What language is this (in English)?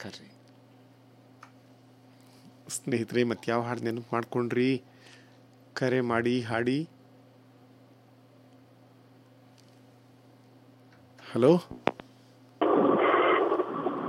Kannada